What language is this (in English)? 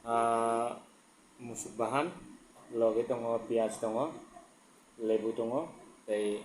Kok Borok